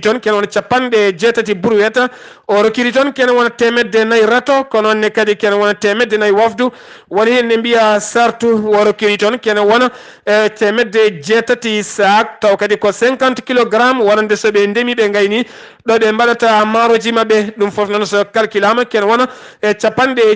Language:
Fula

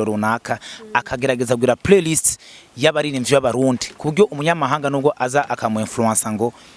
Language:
Rundi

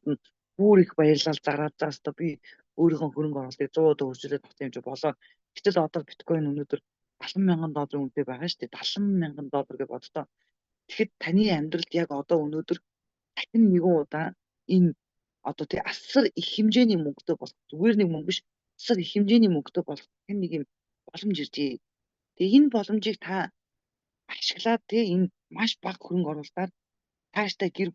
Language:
Mongolian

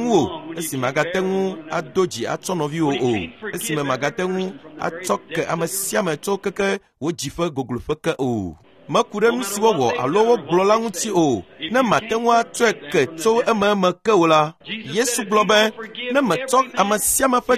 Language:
Ewe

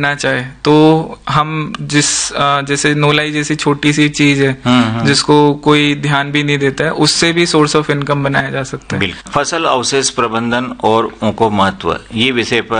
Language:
Hindi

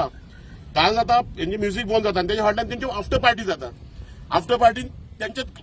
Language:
Konkani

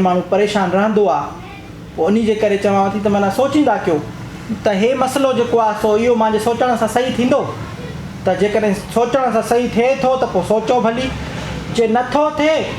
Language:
Sindhi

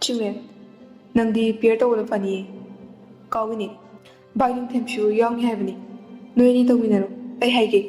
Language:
Manipuri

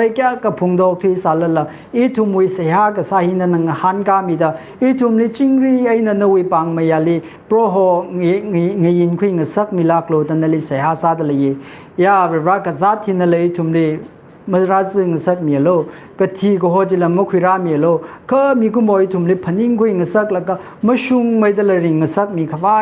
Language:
Tangkhul Naga (India)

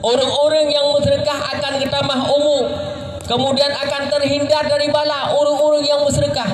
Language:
Achinese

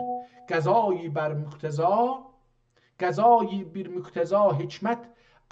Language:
South Azerbaijani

